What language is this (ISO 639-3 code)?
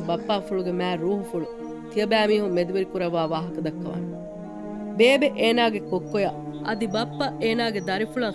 div